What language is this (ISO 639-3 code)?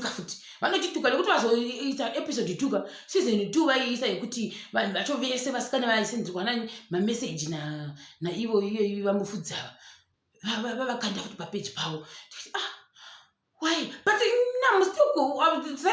sna